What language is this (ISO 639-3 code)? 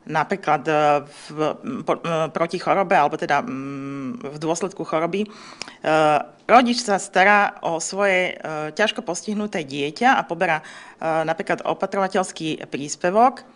slk